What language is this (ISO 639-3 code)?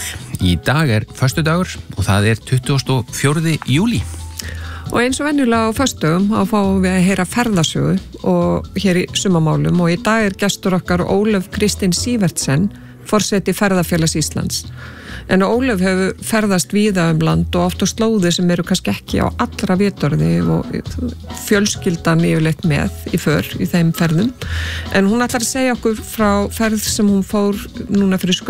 isl